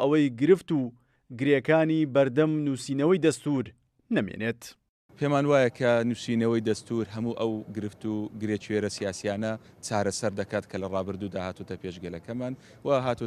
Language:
Central Kurdish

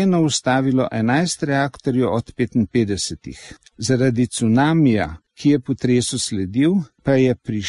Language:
Slovenian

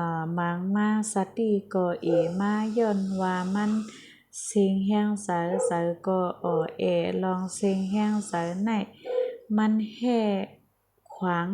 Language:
Shan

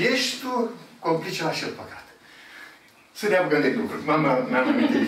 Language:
Romanian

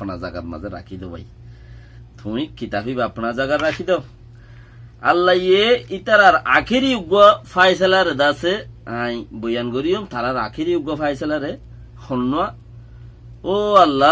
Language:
Rohingya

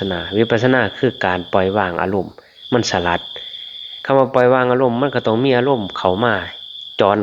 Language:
Lao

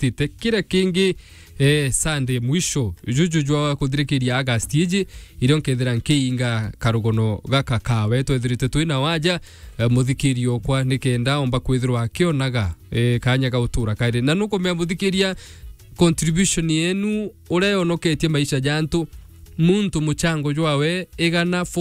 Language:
Meru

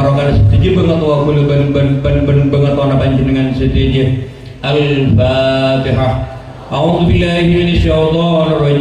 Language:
Madurese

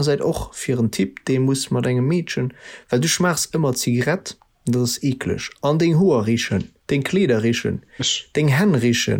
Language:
Luxembourgish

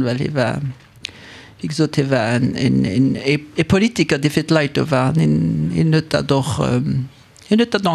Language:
Luxembourgish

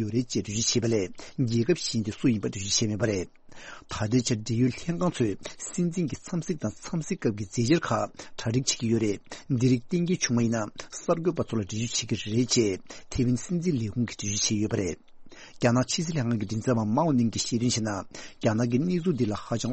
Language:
Tibetan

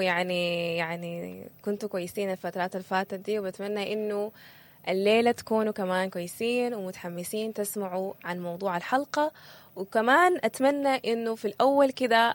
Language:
Sudanese Arabic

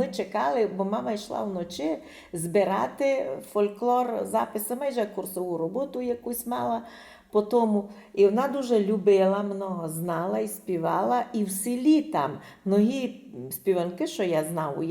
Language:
Rusyn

